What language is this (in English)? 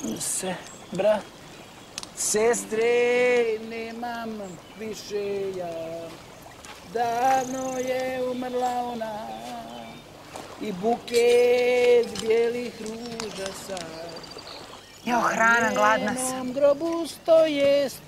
Serbian